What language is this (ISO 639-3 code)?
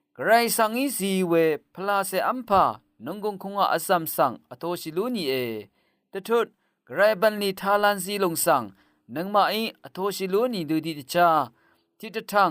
raw